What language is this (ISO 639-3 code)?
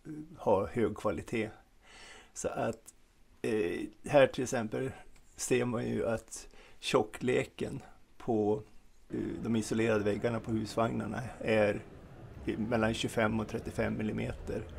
swe